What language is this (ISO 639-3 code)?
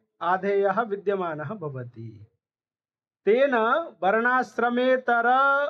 san